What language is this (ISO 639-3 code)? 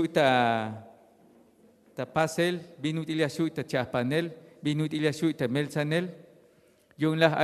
tzh